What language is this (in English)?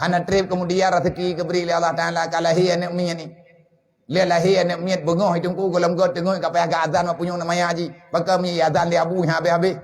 Achinese